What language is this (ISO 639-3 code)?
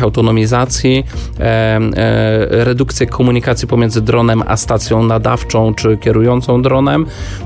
pol